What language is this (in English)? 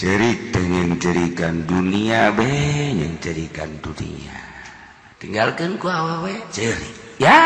Sundanese